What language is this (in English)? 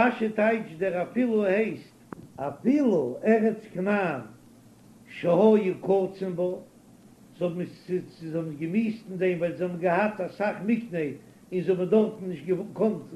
Yiddish